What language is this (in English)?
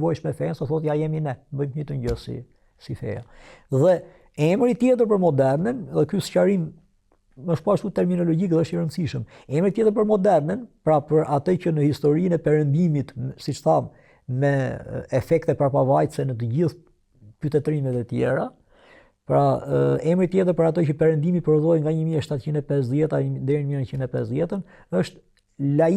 Albanian